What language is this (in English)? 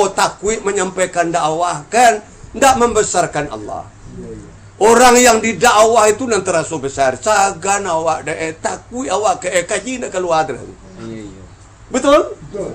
Minangkabau